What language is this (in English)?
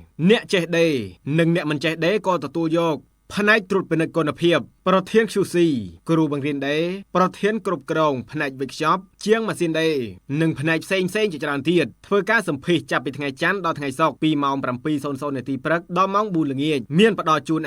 Khmer